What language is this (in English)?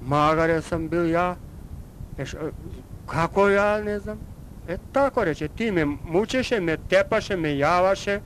Serbian